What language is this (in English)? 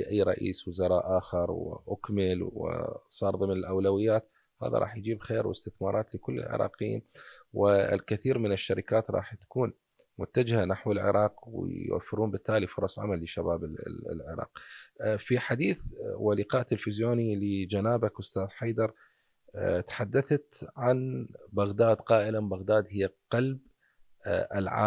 Mesopotamian Arabic